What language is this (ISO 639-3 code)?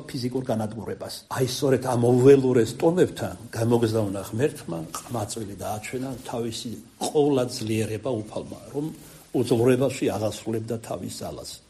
kat